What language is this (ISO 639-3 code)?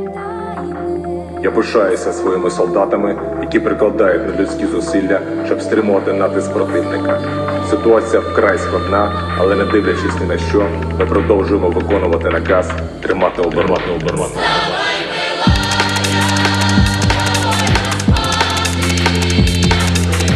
ukr